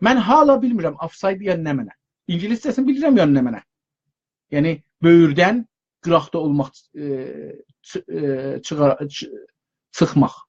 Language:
South Azerbaijani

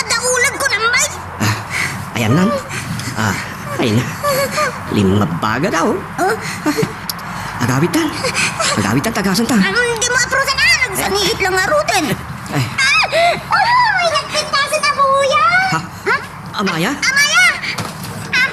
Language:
Iloko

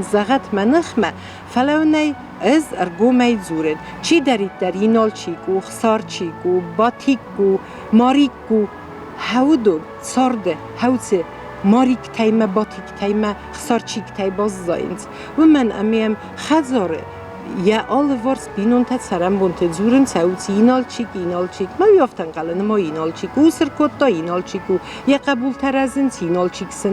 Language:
Ossetic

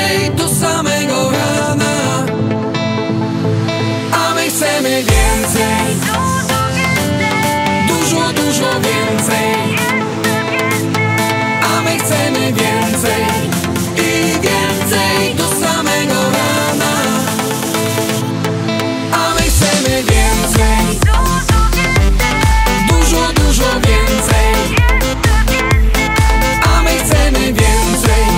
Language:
Polish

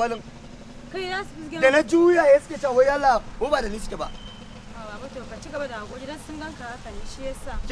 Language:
Hausa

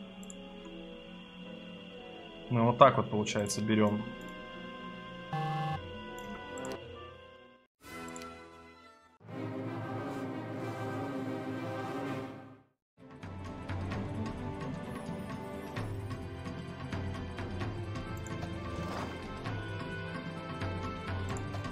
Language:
Russian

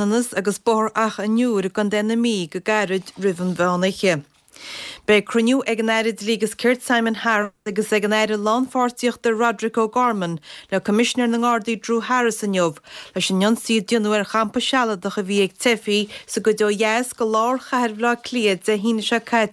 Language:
Irish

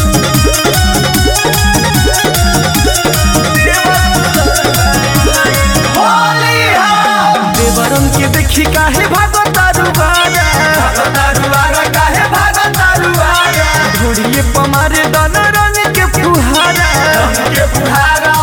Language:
Bhojpuri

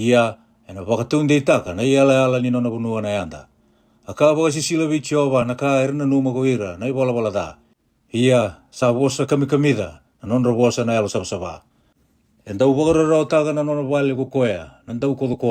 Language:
Fijian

